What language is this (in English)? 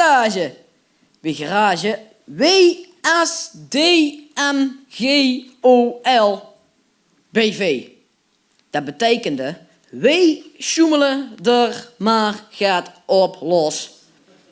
Limburgish